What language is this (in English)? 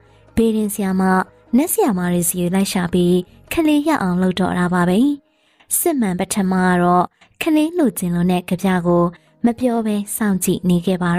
Burmese